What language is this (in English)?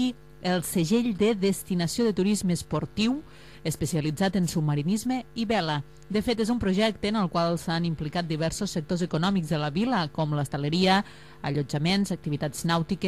Catalan